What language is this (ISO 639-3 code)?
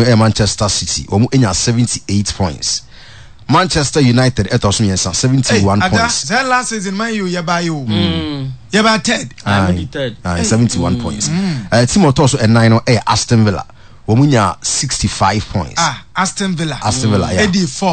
aka